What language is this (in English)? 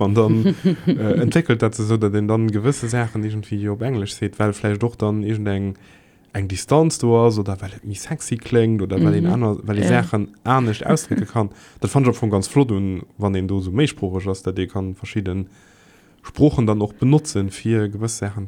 Luxembourgish